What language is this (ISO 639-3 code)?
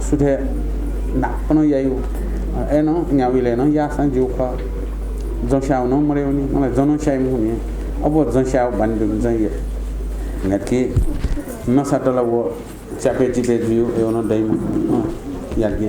new